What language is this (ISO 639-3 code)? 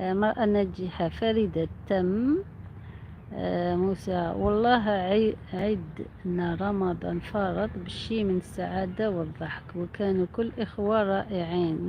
arq